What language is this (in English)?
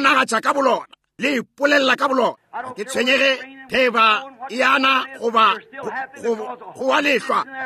Northern Sotho